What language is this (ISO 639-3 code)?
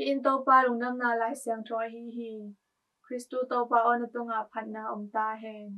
ctd